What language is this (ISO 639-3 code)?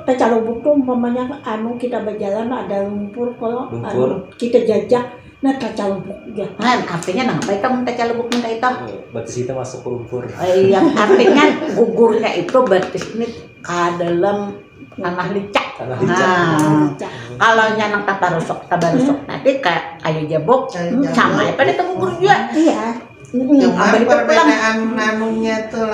bjn